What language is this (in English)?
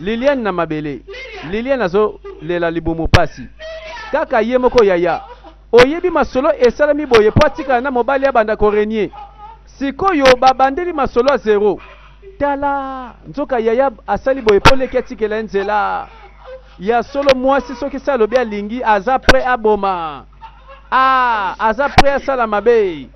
Lingala